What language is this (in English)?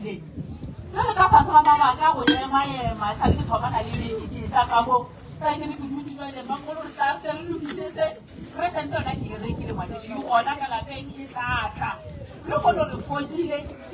Northern Sotho